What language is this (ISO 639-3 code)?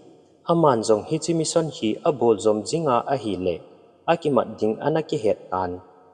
tcz